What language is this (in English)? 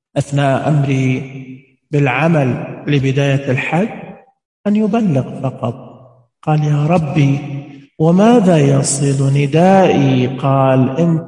Najdi Arabic